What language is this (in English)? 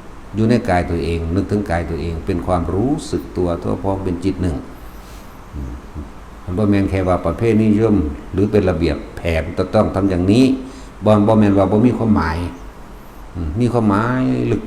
Northeastern Thai